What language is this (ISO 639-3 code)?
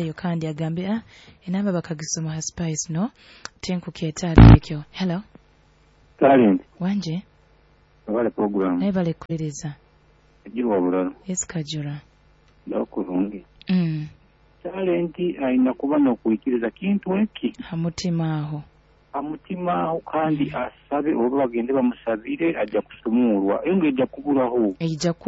nyo